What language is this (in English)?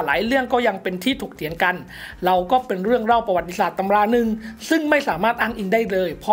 Thai